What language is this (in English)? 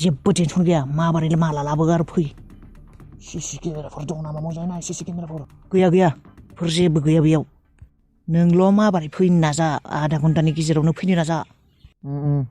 Bodo